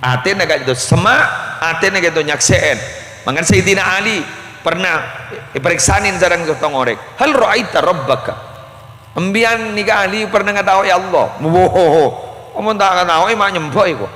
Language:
Madurese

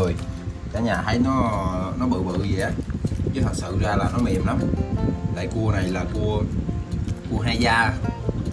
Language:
Vietnamese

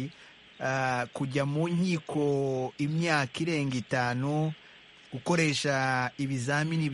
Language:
Kinyarwanda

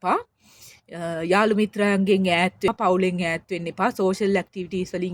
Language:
Sinhala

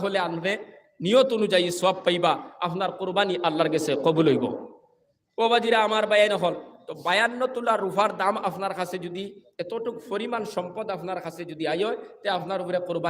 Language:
Sylheti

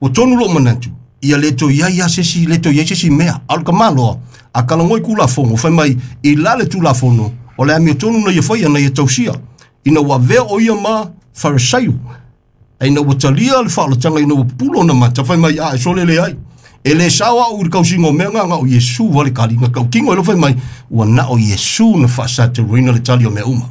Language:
Samoan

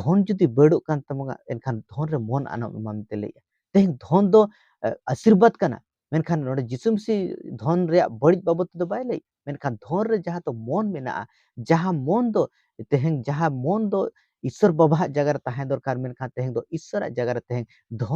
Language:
Santali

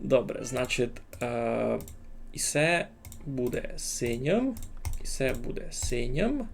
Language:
Rusyn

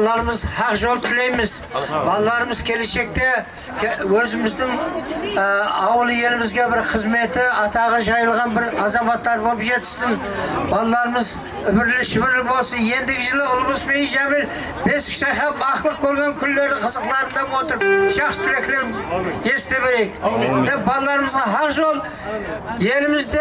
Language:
Kara-Kalpak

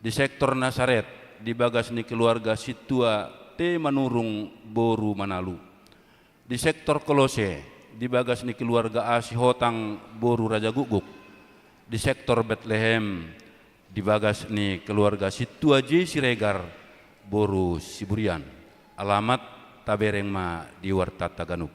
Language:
Batak Toba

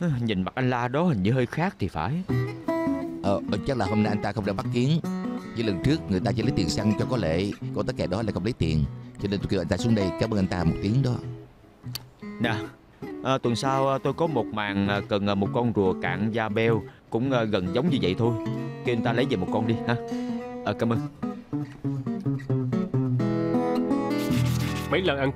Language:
Vietnamese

